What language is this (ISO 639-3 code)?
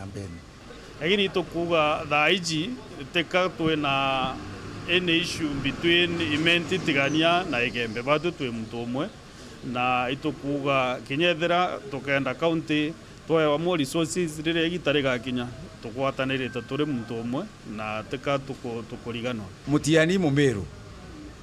mer